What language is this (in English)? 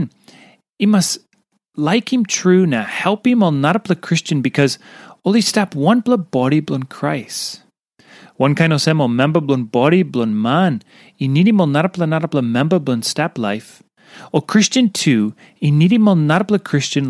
Tok Pisin